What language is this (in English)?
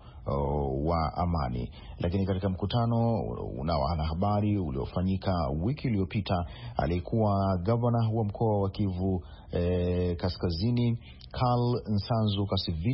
Swahili